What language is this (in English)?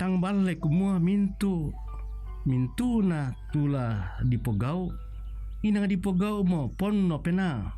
Toraja-Sa'dan